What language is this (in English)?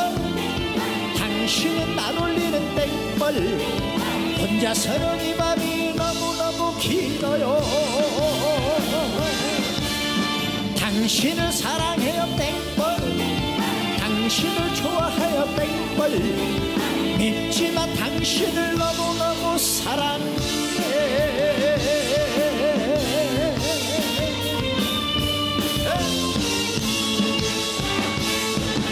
Korean